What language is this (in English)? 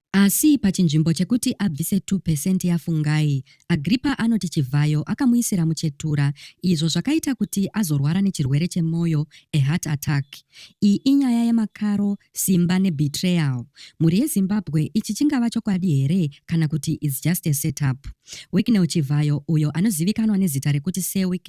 Shona